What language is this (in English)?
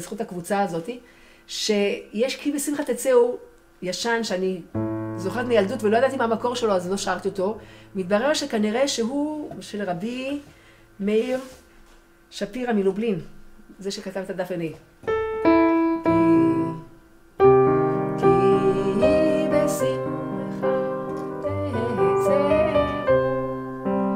Hebrew